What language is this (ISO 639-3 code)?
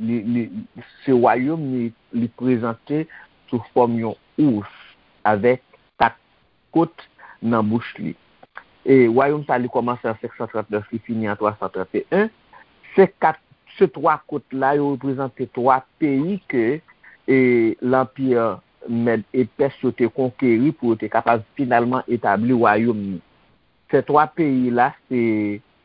hat